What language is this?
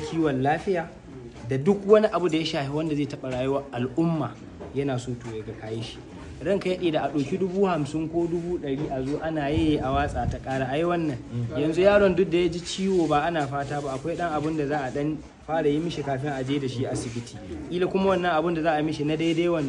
Hausa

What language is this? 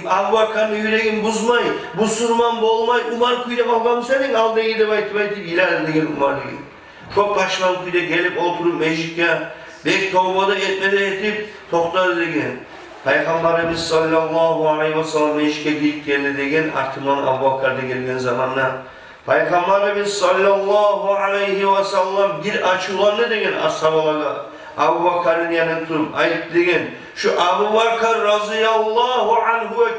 Kumyk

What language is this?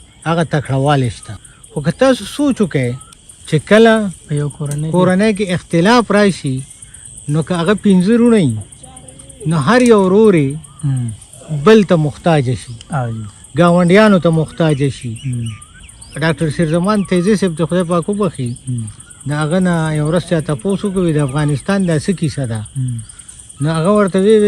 Pashto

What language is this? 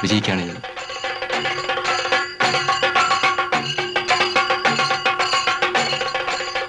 Malayalam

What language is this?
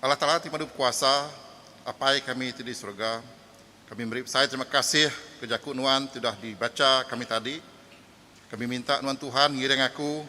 Iban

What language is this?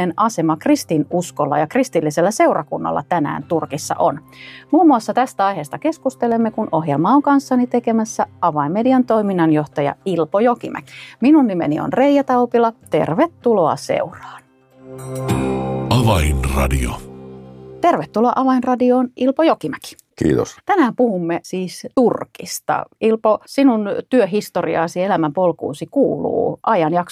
Finnish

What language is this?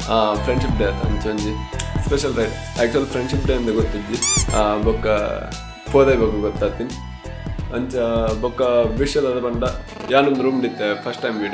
Tulu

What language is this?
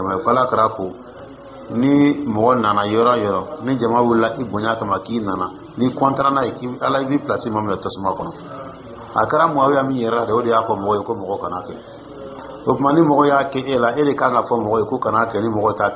Dyula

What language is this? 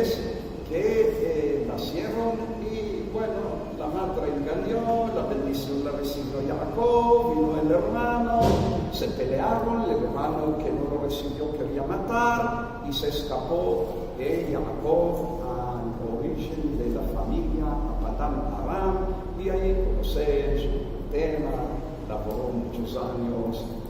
Ladino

